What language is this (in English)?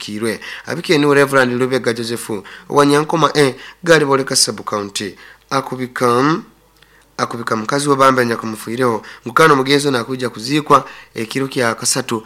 Nyoro